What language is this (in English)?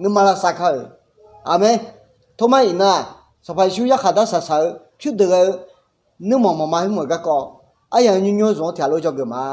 Akha